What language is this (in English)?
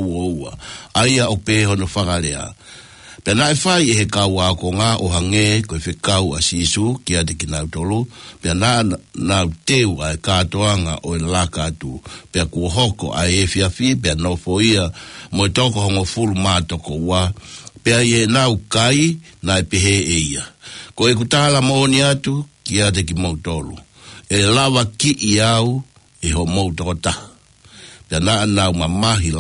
Tongan